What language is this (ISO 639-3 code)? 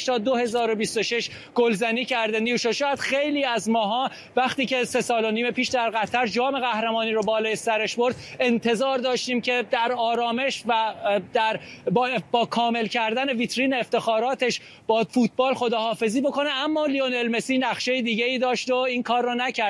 fas